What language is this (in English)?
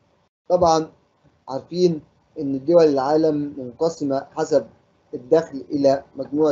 Egyptian Arabic